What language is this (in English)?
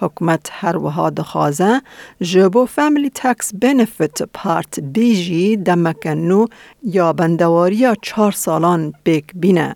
Kurdish